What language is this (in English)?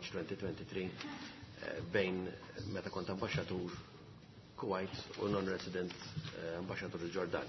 Maltese